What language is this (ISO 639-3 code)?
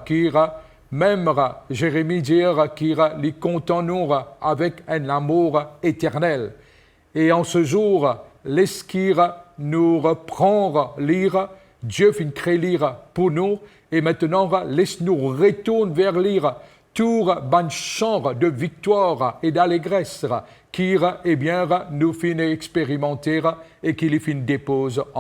mfe